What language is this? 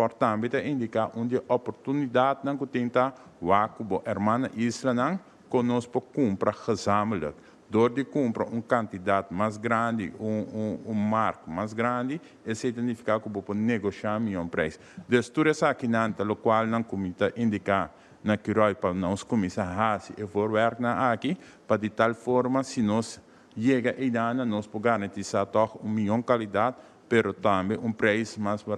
Papiamento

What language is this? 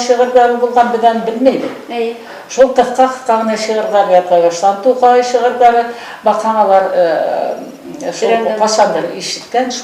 Bashkir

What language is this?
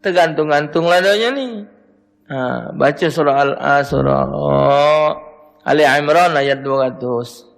Musi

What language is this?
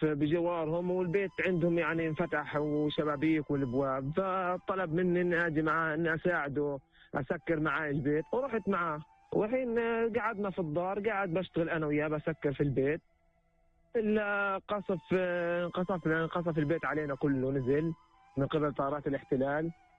North Levantine Arabic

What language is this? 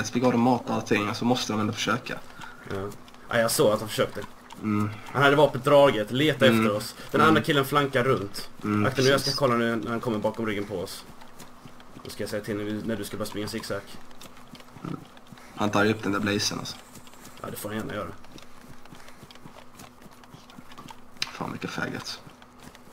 Swedish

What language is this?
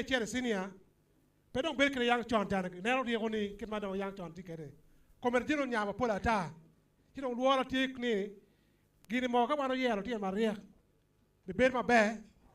Acoli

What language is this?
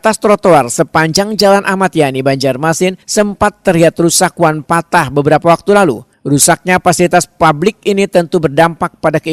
Banjar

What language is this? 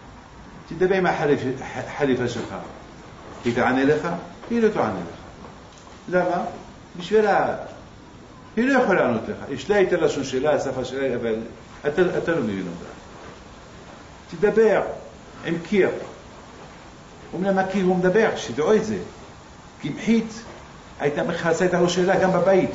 Hebrew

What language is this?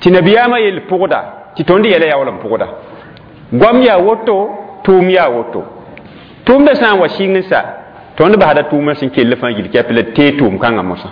Mossi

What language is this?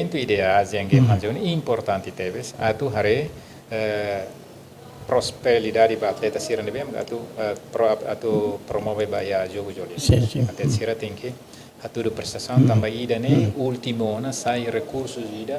Tetum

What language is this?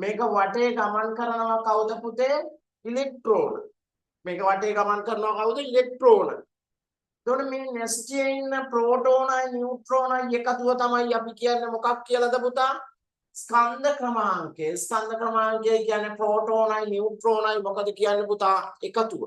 Sinhala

